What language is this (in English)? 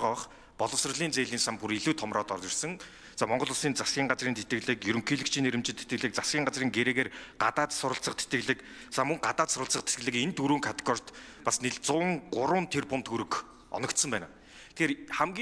Mongolian